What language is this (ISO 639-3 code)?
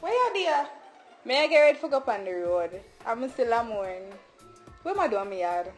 jam